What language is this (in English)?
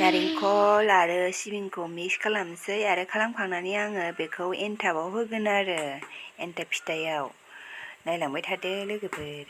Bodo